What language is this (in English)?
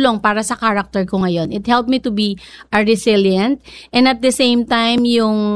Filipino